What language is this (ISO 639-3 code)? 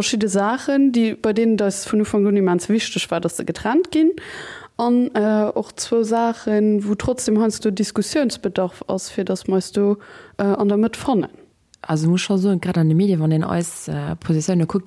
ltz